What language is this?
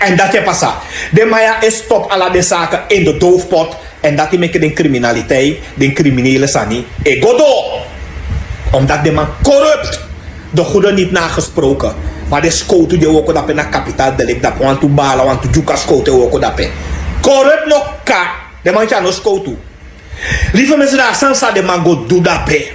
Sranan Tongo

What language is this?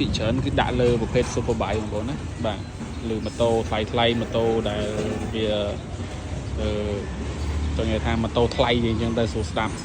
Khmer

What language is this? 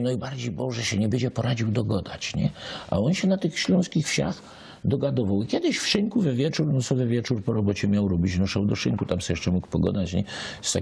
Silesian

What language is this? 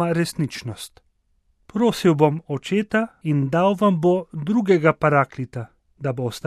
Slovenian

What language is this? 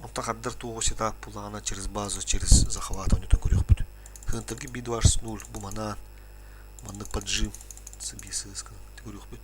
Yakut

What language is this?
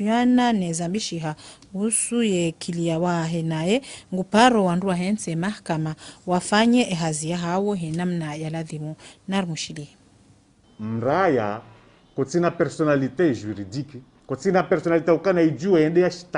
Ngazidja Comorian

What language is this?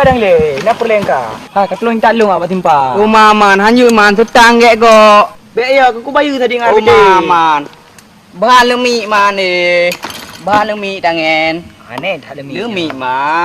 Achinese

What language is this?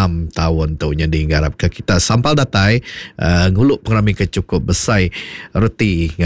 Iban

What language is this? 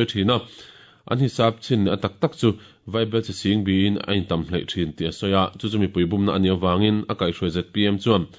Mizo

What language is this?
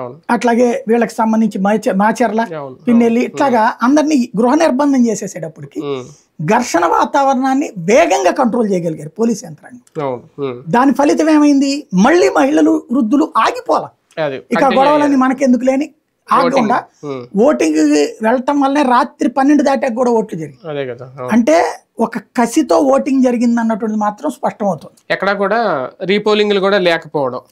Telugu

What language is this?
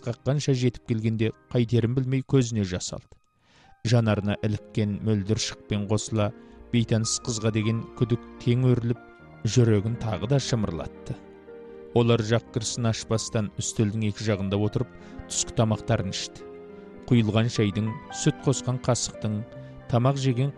Kazakh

